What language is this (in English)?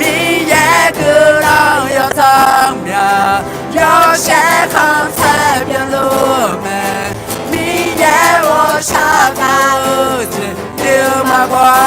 Akha